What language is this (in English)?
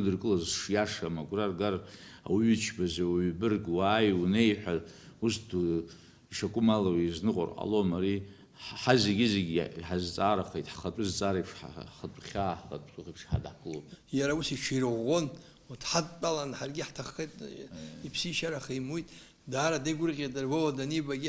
Abkhazian